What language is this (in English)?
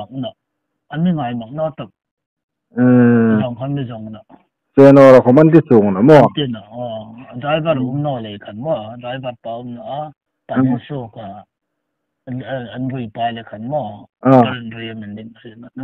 Hmar